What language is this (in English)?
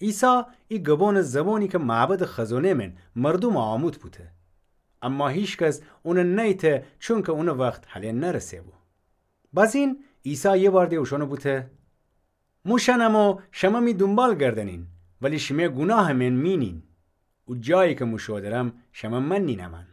Gilaki